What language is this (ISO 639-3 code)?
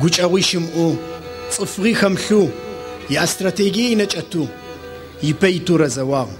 ady